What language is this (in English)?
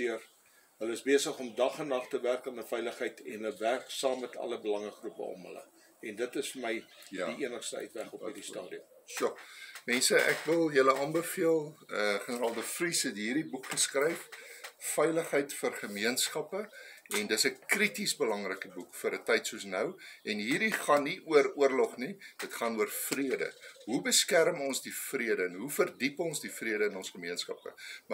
Afrikaans